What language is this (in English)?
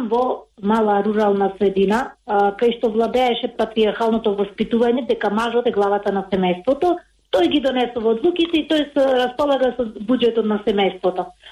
Macedonian